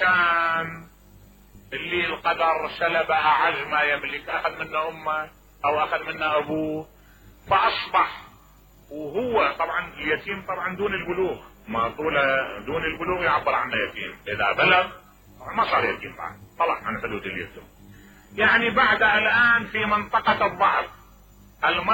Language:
Mesopotamian Arabic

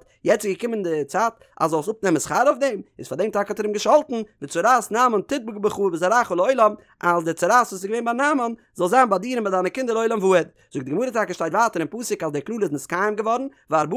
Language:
Yiddish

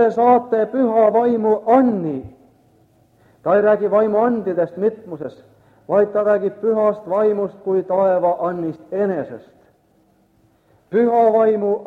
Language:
Estonian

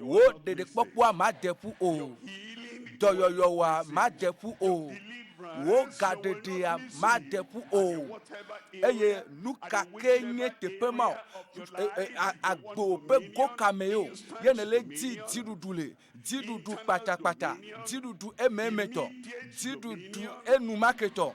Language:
Ewe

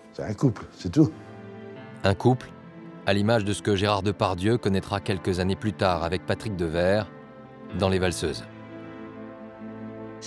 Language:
French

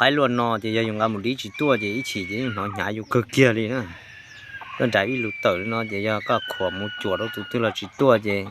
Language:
Hmong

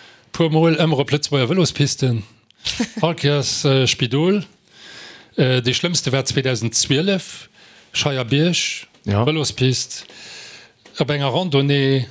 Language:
Luxembourgish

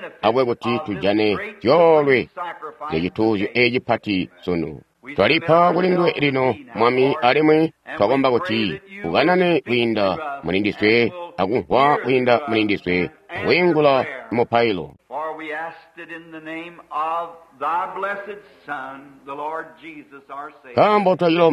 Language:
Tonga (Zambia)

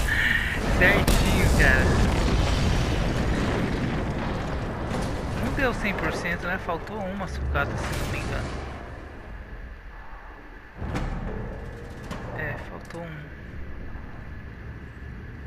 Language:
Portuguese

